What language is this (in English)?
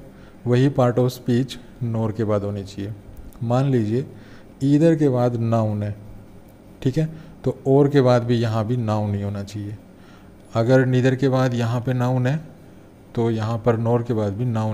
Hindi